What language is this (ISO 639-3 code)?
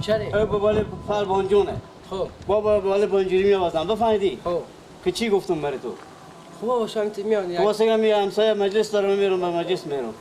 fas